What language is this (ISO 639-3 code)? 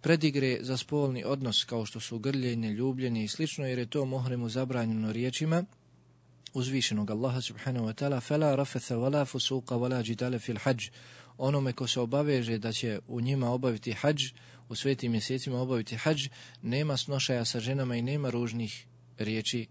bos